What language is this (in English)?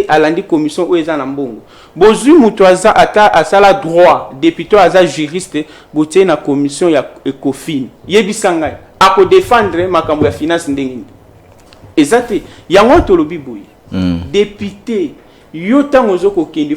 Lingala